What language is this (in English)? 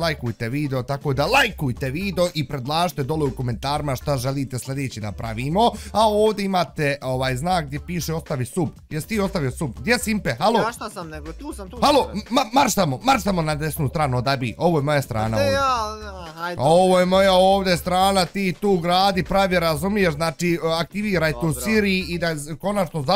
Bosnian